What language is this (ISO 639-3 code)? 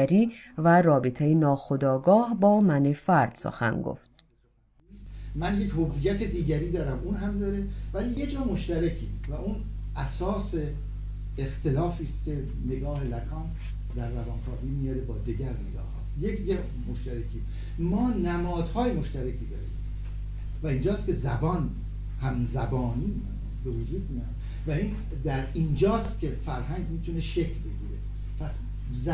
fas